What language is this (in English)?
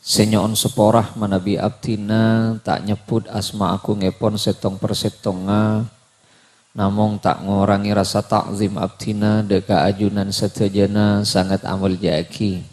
Madurese